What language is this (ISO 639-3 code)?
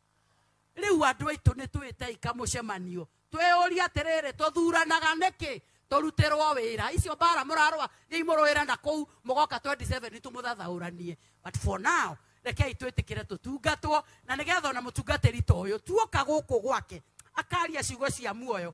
kik